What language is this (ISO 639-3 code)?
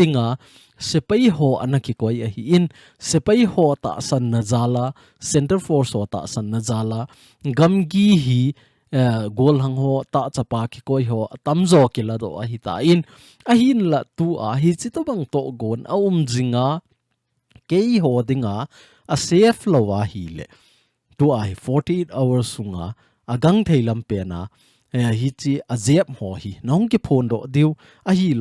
tcz